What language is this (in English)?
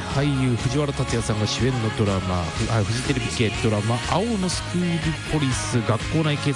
Japanese